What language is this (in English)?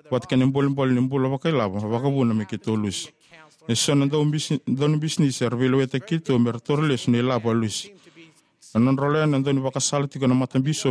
Fijian